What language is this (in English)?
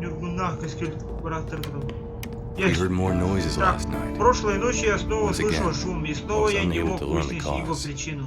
Yakut